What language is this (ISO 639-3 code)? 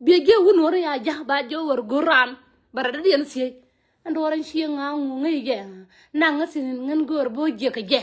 nus